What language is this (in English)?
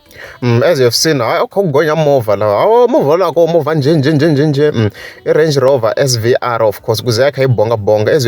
Tsonga